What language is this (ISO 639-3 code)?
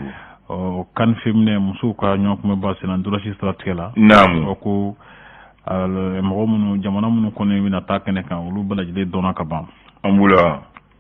bam